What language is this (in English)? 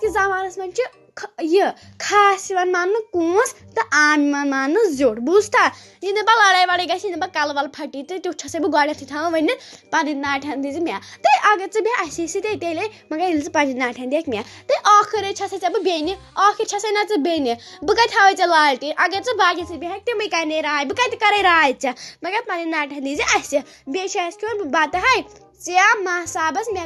Kashmiri